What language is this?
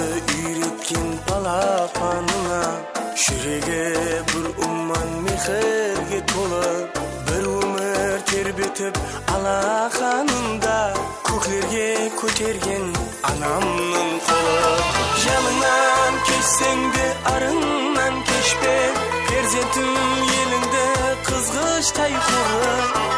Kara-Kalpak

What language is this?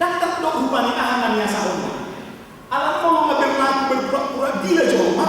Batak Toba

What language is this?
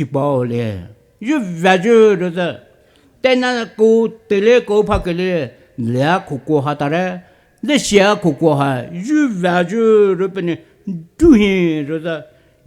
Poumei Naga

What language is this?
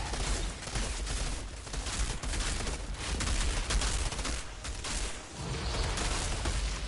Portuguese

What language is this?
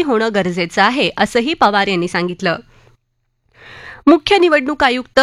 Marathi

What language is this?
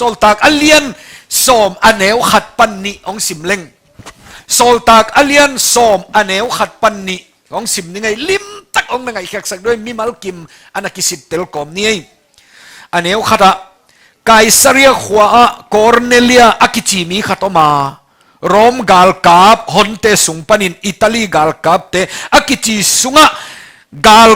Tedim Chin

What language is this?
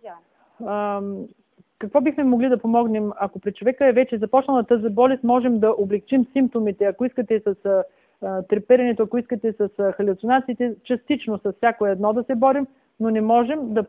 Bulgarian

